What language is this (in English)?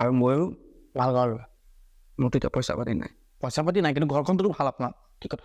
Assamese